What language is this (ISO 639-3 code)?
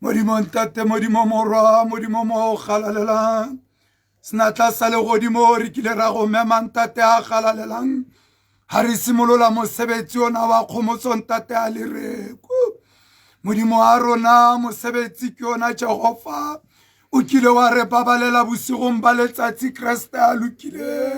tsn